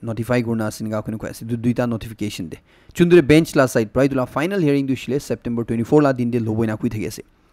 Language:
Naga Pidgin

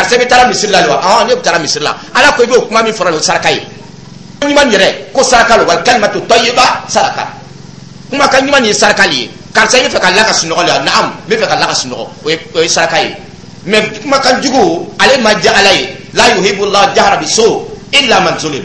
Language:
Dyula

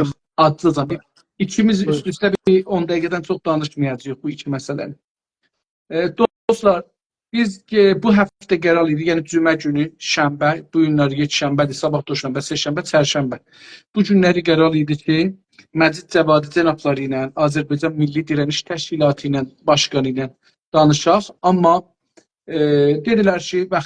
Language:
South Azerbaijani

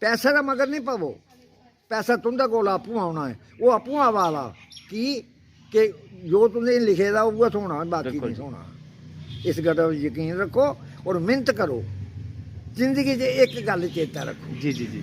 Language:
Dogri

